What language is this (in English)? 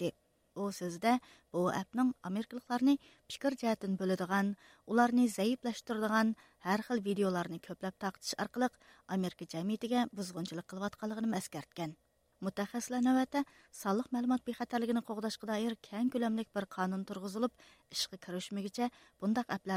Uyghur